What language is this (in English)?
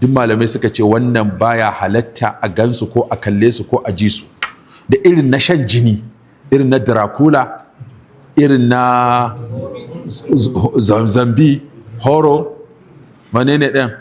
Hausa